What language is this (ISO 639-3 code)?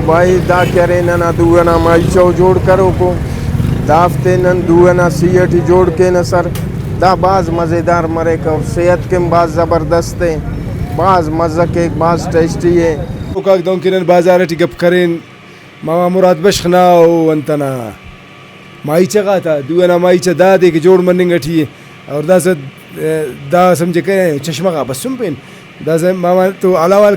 brh